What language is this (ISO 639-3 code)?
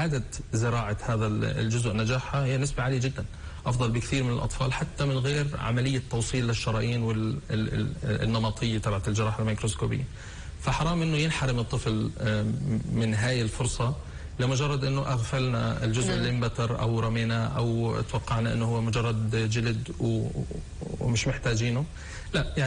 apc